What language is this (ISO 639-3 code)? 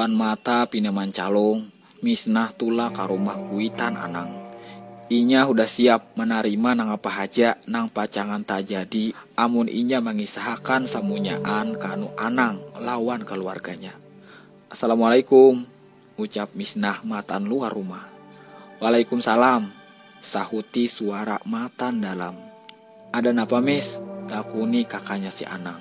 bjn